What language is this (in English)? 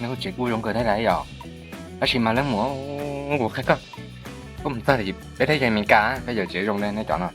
Hmong